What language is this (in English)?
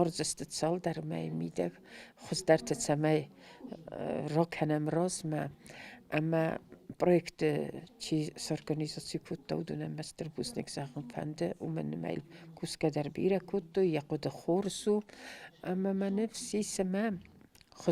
Ossetic